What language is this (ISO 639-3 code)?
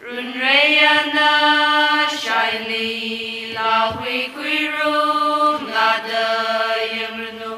nmf